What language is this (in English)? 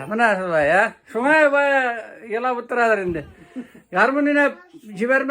Tatar